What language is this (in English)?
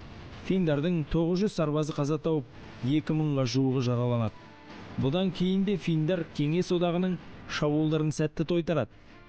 Kazakh